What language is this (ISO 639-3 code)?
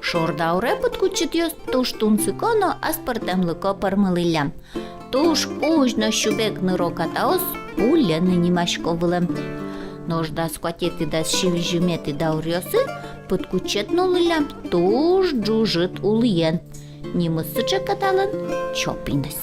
udm